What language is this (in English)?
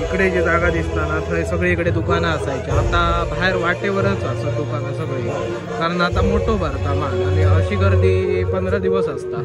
Konkani